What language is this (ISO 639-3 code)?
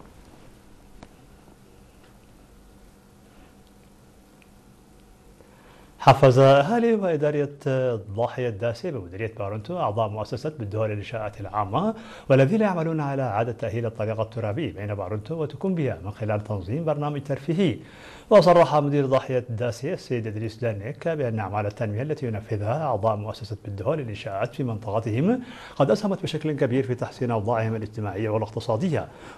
ara